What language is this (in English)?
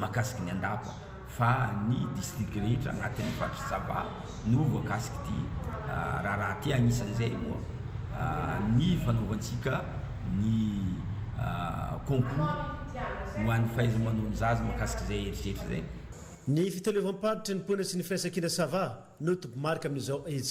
Malagasy